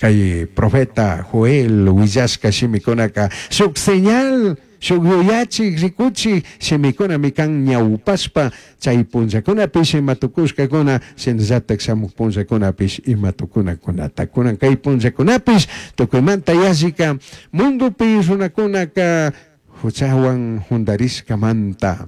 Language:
Chimborazo Highland Quichua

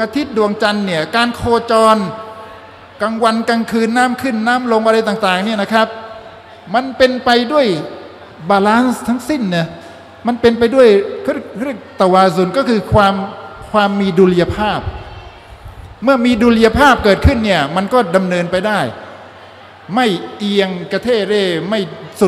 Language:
Thai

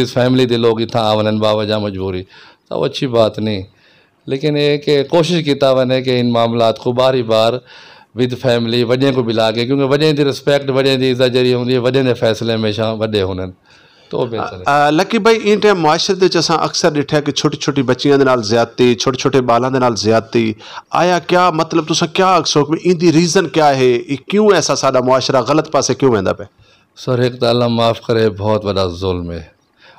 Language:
Saraiki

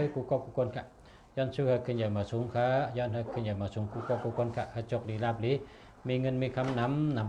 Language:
Shan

